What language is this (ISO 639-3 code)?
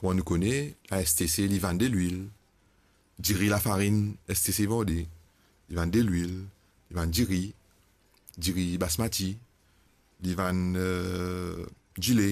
mfe